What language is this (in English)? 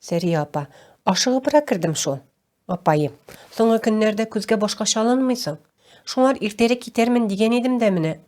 Tatar